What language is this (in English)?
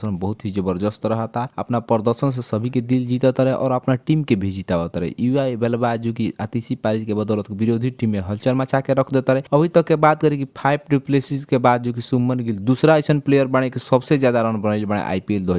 Bhojpuri